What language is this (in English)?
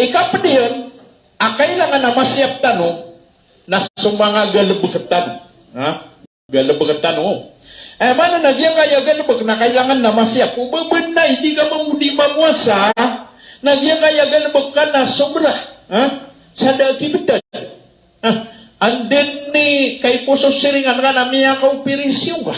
Maranao